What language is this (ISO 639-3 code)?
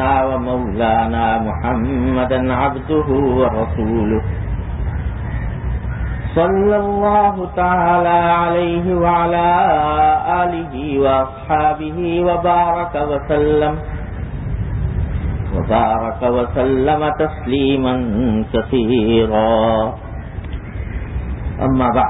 urd